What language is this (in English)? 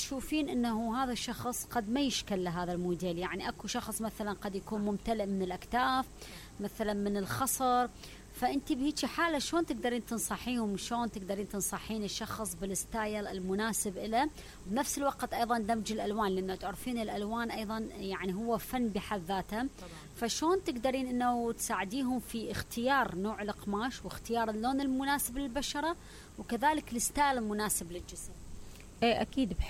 Mesopotamian Arabic